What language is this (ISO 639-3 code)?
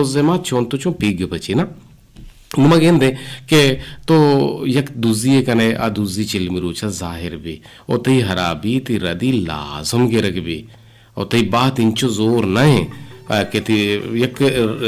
bgp